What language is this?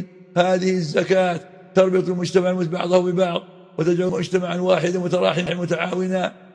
Arabic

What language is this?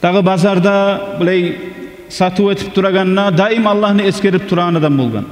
Kumyk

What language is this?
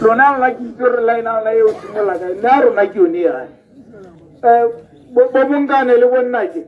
Tswana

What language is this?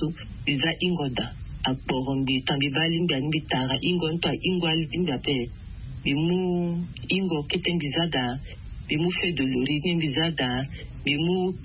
Sango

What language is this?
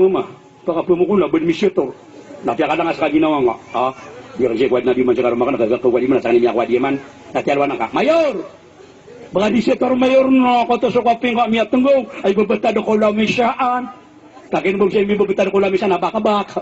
Maranao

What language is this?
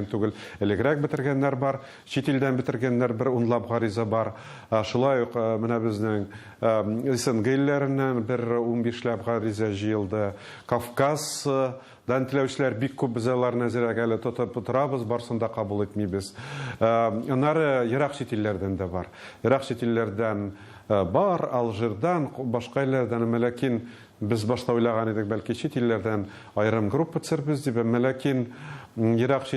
Tatar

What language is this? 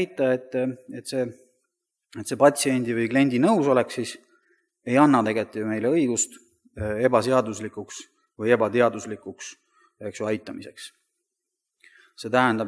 Estonian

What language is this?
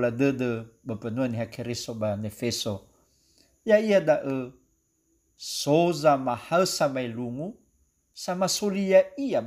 Nias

